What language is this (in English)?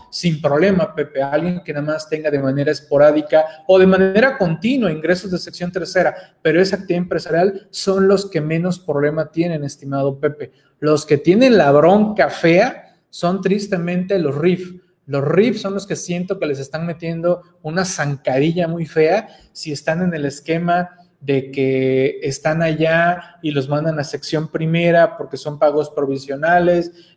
Spanish